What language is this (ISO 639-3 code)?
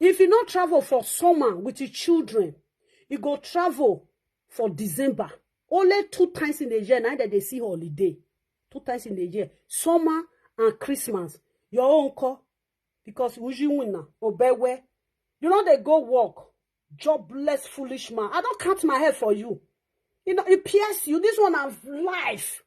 pcm